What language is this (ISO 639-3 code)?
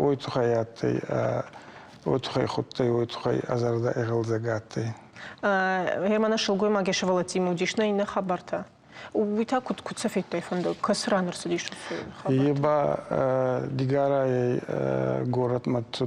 oss